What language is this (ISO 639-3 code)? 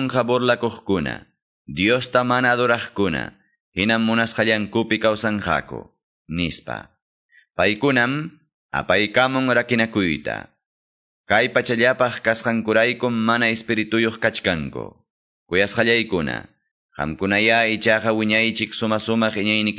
que